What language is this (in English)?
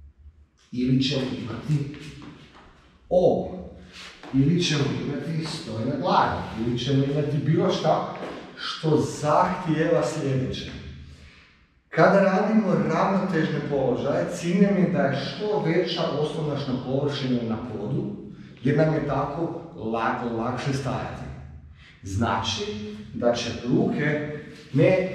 Croatian